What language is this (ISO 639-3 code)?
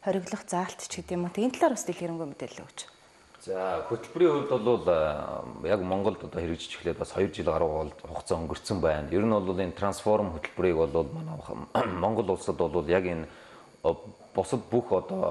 mon